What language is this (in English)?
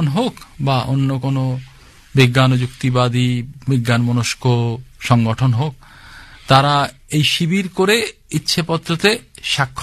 Bangla